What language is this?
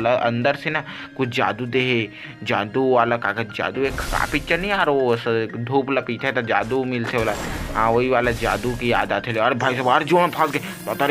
Chhattisgarhi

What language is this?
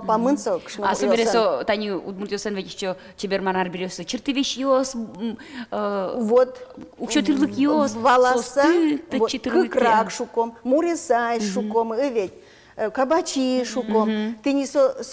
Udmurt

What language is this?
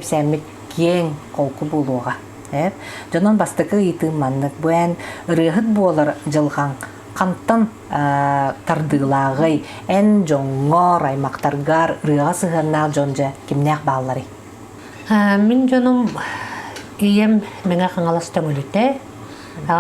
Yakut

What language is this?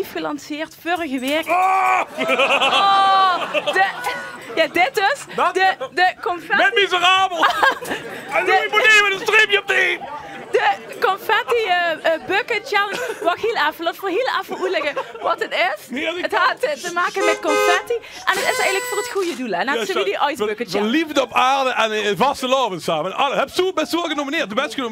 Limburgish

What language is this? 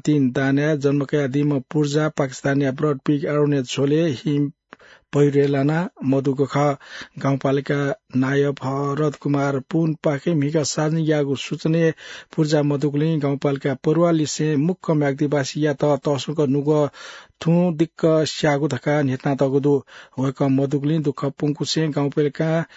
Newari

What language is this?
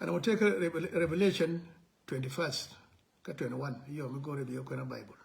Nuer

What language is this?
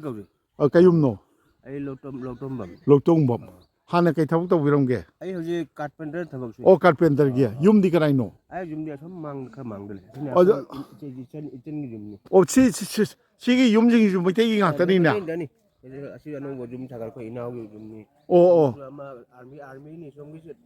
Manipuri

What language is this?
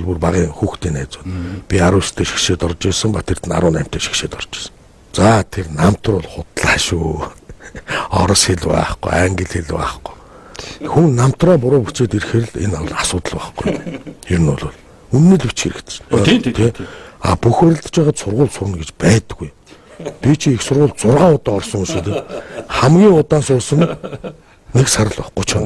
Mongolian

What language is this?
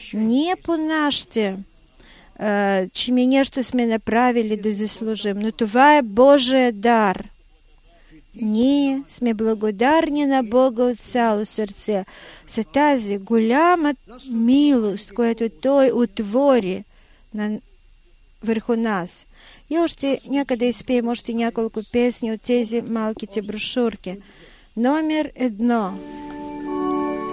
Bulgarian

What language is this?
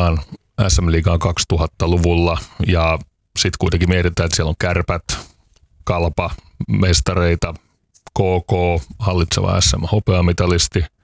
Finnish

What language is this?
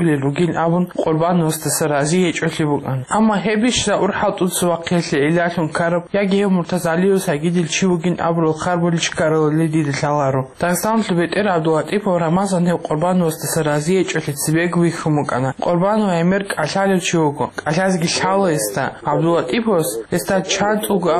Avaric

